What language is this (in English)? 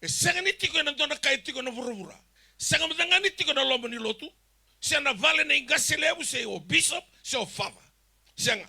Fijian